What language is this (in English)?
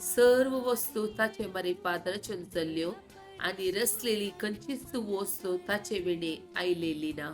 Konkani